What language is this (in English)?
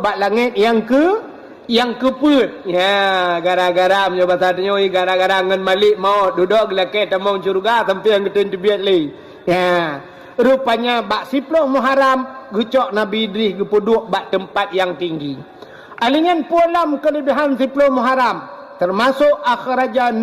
Achinese